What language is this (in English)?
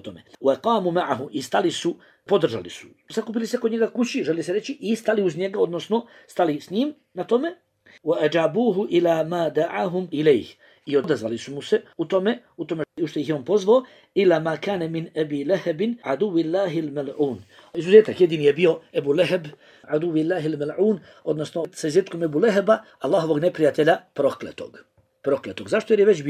Bosnian